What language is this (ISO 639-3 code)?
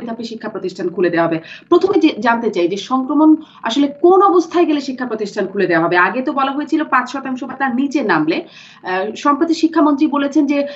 ben